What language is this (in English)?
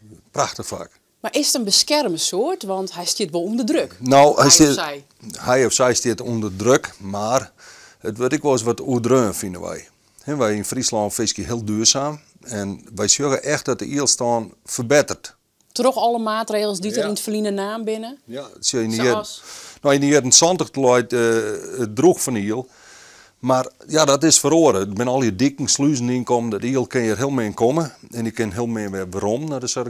Western Frisian